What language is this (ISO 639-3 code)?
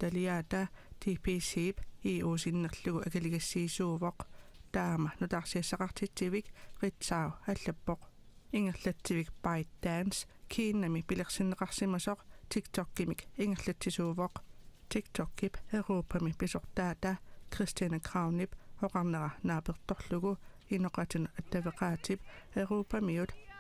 kal